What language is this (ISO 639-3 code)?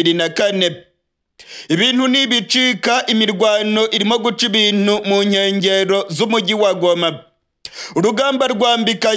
kin